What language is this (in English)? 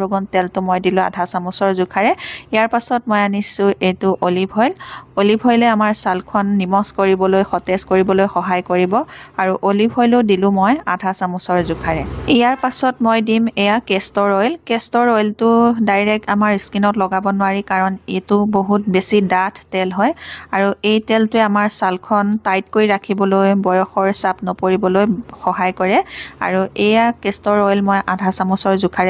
Assamese